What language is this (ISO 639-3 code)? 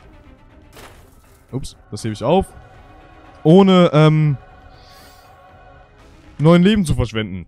deu